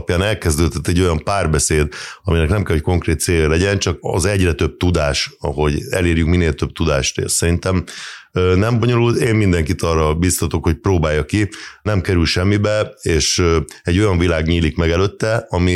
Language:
Hungarian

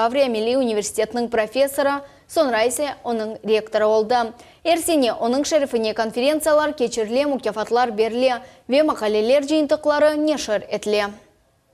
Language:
Crimean Tatar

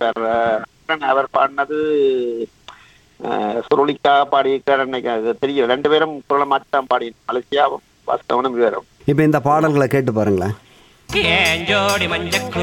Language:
Tamil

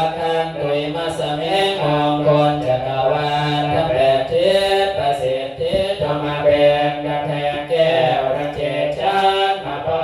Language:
Pali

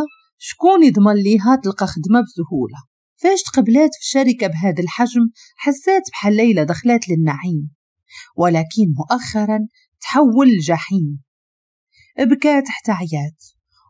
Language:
Moroccan Arabic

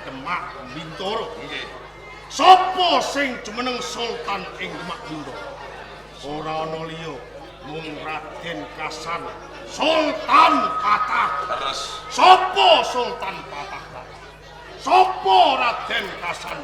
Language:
Javanese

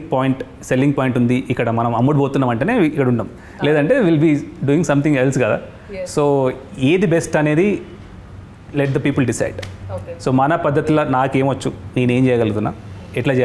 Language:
Telugu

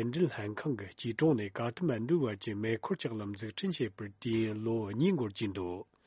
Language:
Tibetan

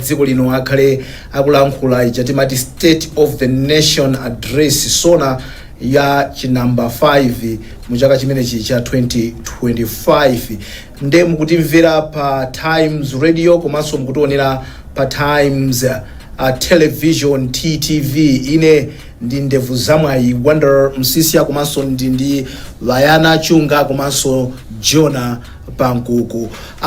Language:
Nyanja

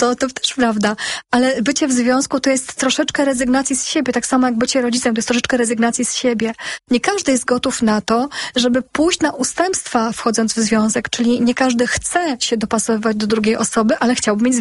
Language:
Polish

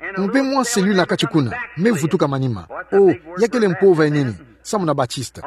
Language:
Kituba (Democratic Republic of Congo)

